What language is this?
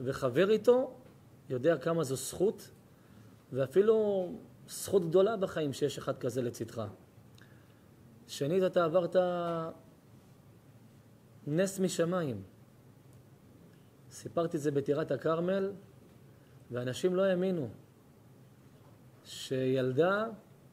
Hebrew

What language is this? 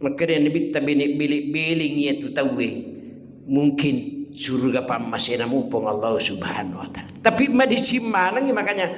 Buginese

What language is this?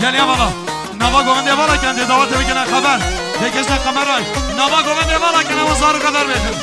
Kurdish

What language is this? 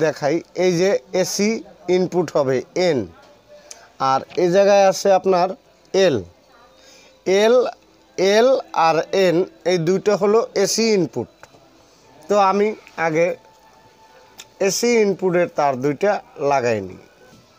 Bangla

